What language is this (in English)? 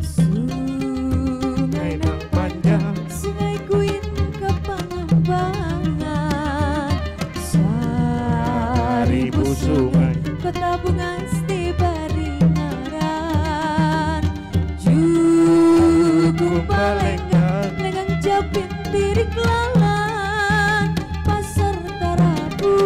Banjar